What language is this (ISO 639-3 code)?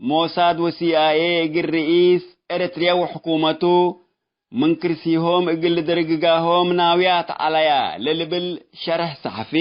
tig